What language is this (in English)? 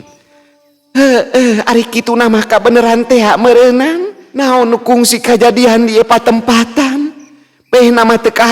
Sundanese